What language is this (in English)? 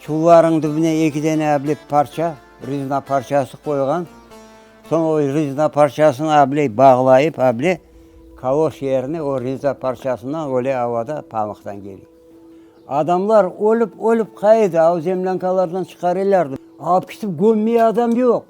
Crimean Tatar